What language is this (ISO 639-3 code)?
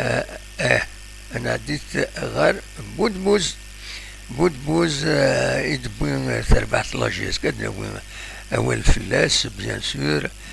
kab